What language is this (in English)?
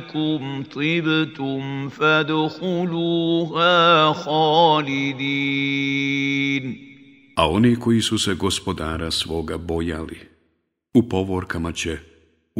Bosnian